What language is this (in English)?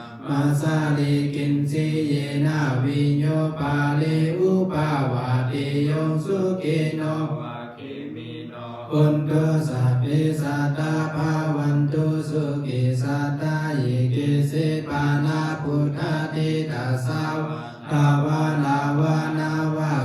Pali